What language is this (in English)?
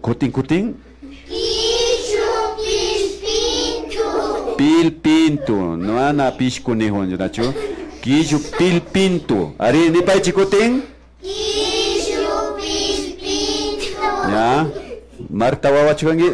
Imbabura Highland Quichua